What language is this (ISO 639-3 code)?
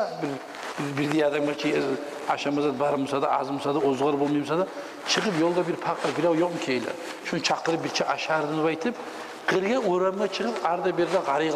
kum